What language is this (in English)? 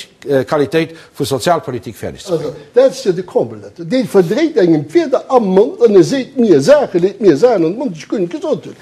Luxembourgish